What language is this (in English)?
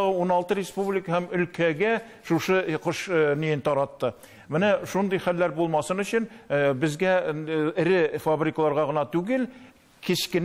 Tatar